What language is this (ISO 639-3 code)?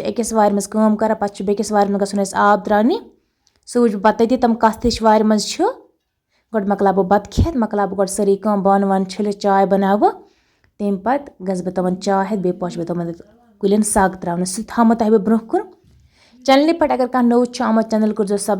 kas